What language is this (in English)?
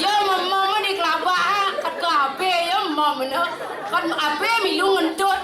Balinese